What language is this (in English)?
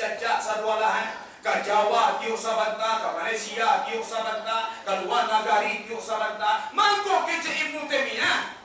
Minangkabau